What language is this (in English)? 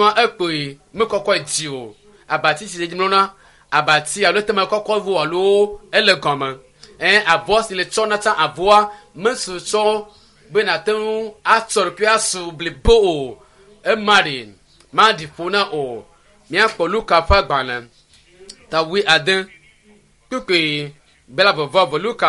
Ewe